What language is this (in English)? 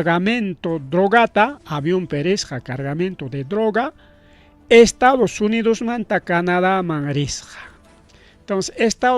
Ayacucho Quechua